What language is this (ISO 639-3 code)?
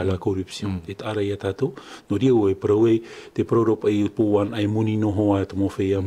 tah